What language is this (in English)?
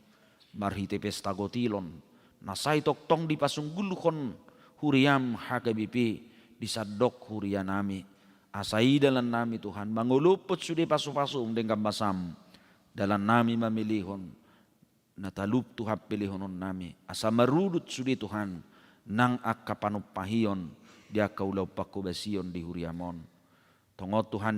Batak Toba